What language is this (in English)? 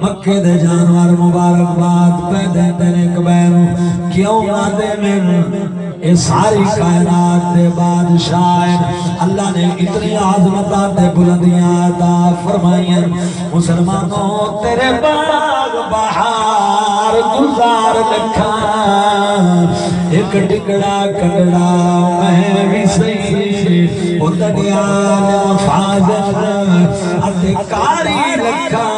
Saraiki